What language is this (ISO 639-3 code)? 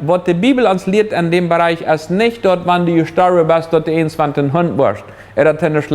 pdt